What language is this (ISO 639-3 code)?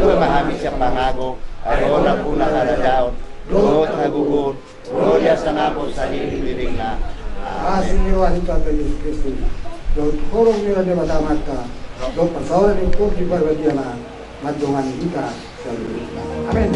bbc